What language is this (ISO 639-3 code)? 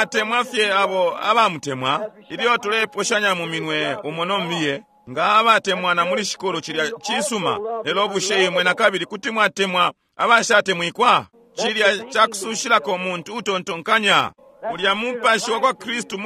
bem